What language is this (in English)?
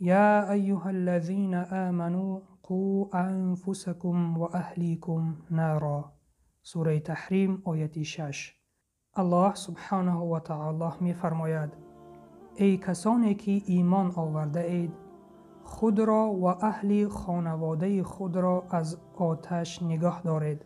Tajik